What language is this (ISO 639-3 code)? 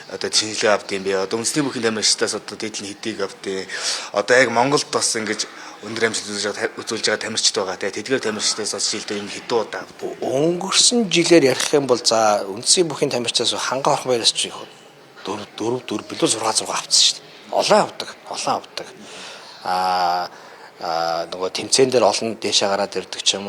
mon